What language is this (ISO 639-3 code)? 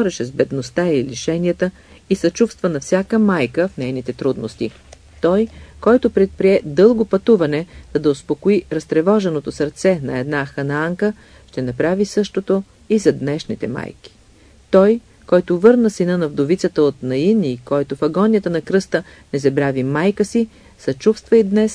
bul